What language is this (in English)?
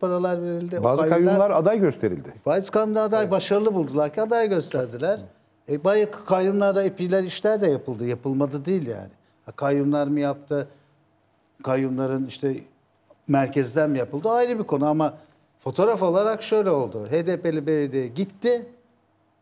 Turkish